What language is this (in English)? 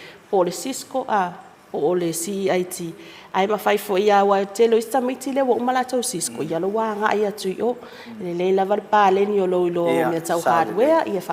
Samoan